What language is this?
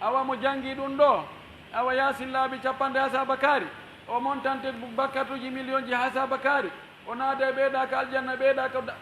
Fula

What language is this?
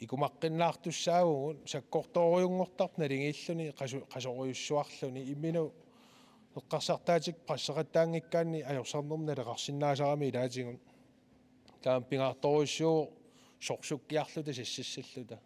Kalaallisut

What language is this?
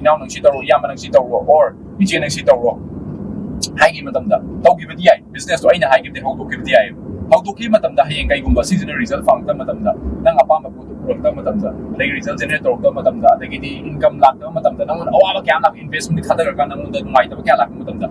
Manipuri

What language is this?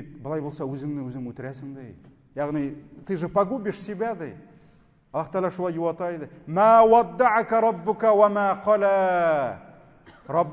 Tatar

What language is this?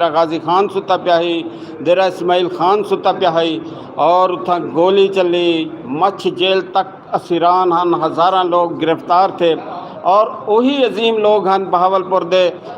Saraiki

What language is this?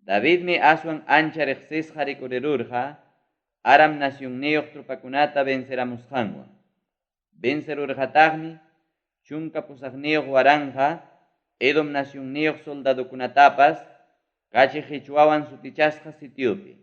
Ayacucho Quechua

